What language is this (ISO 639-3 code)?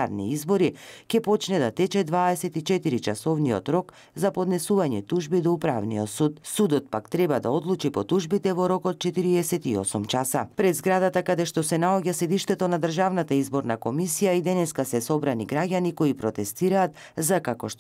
mkd